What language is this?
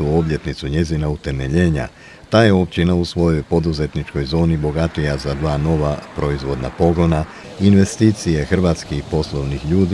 Croatian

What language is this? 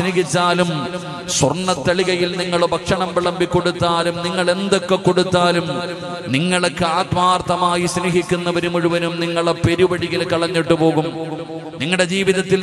Malayalam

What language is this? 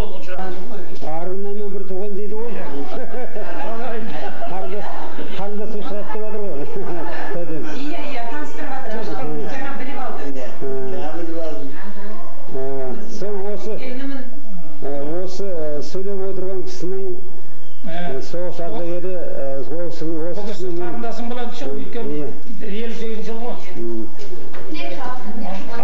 Kazakh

